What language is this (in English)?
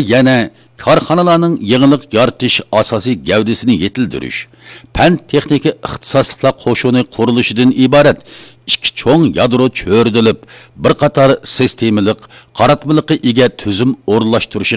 Uyghur